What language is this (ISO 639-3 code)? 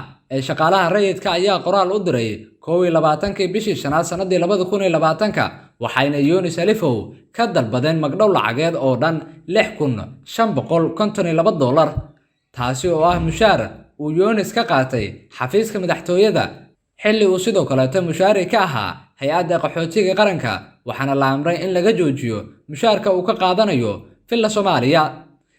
som